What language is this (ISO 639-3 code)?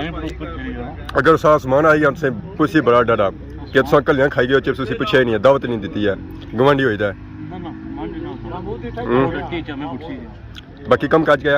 phr